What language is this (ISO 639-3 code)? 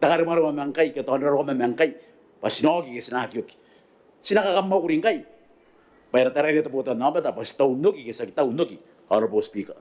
gil